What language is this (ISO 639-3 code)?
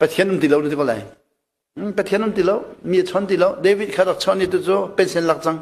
cnh